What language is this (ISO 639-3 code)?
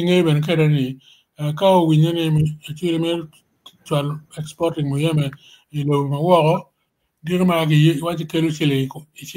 ach